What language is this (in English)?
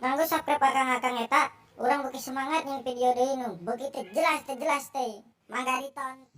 Sundanese